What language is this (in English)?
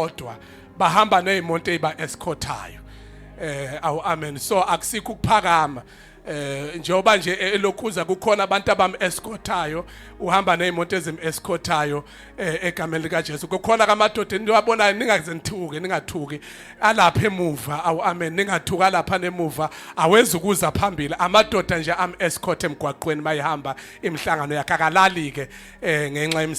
Zulu